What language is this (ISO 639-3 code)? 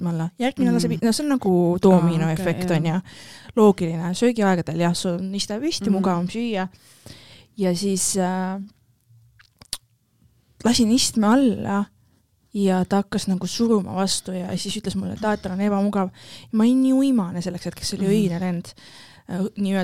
est